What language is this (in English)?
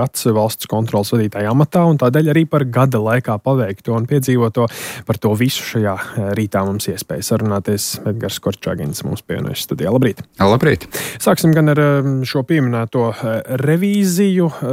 Latvian